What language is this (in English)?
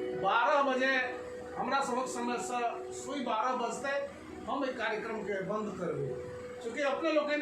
Maithili